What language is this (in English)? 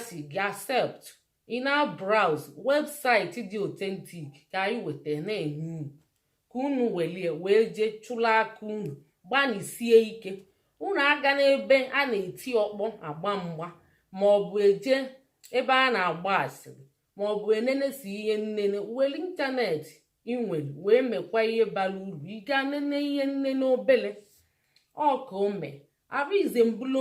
Igbo